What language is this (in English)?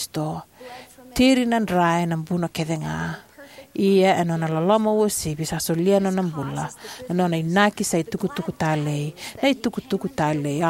Fijian